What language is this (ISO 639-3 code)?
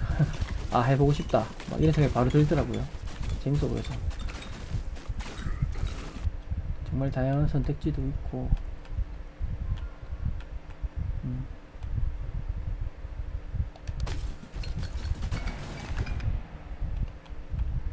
kor